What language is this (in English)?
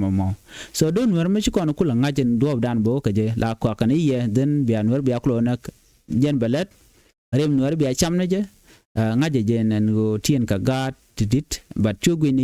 Nuer